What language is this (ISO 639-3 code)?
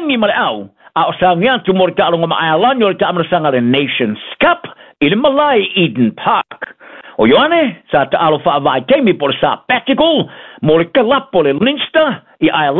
smo